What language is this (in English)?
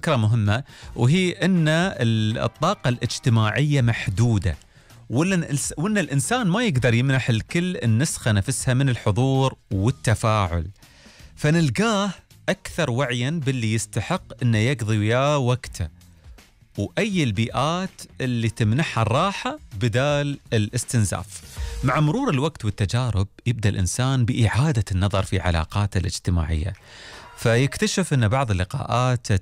Gulf Arabic